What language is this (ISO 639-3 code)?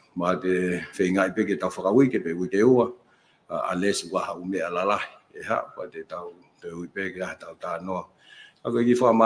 ton